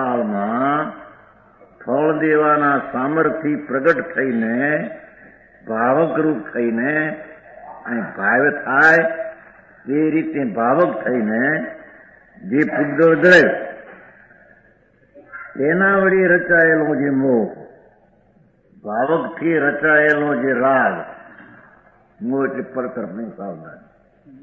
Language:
Gujarati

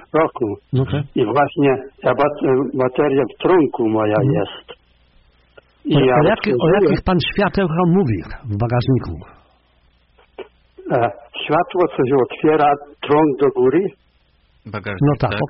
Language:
Polish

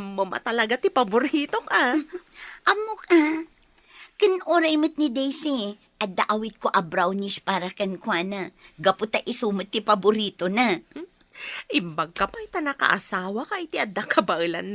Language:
Iloko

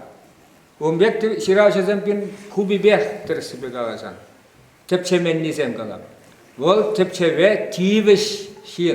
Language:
Chuvash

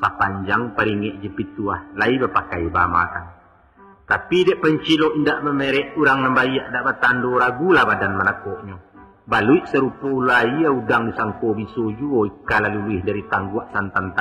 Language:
Minangkabau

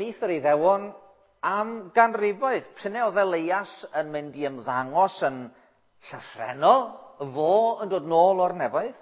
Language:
Welsh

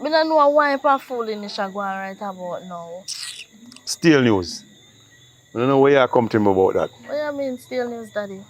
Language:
Jamaican Creole English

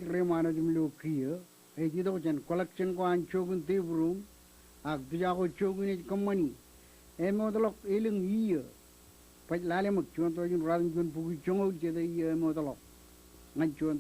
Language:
Marshallese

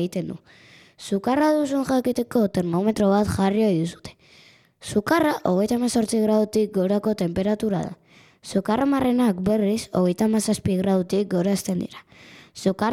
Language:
Basque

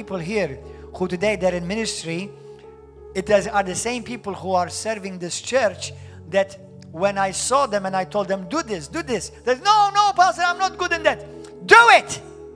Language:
English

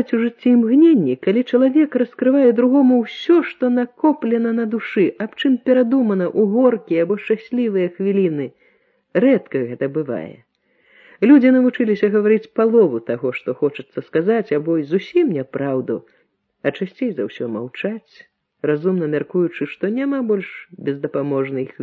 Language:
Belarusian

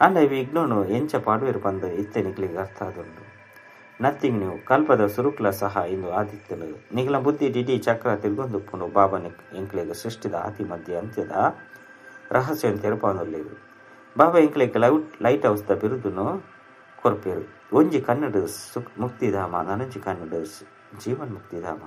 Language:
Tulu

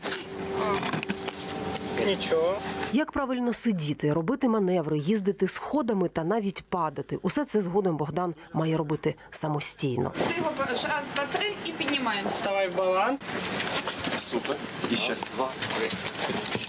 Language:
Ukrainian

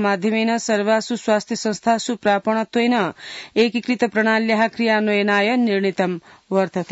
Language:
Sanskrit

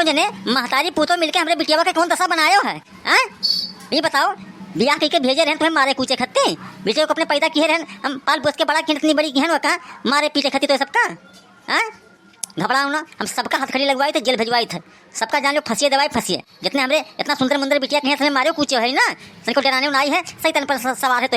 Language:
Awadhi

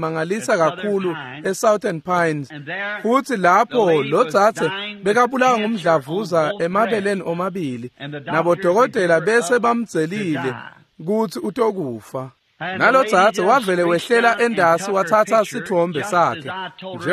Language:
Swati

